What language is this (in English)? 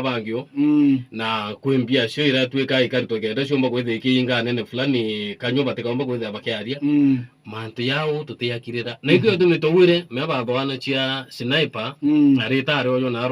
Meru